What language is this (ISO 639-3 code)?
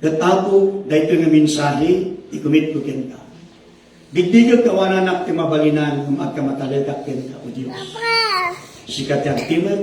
ilo